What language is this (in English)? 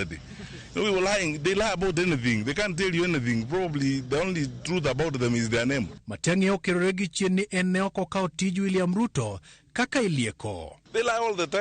Luo (Kenya and Tanzania)